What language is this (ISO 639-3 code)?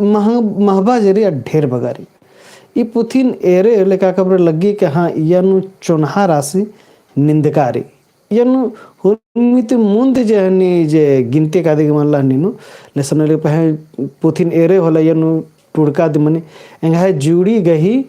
kru